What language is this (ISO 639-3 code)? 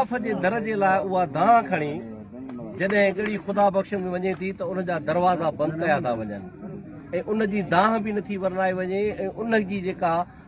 snd